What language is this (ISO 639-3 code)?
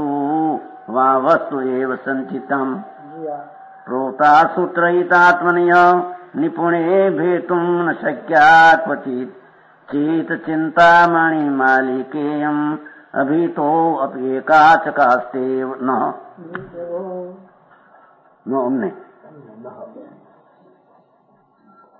guj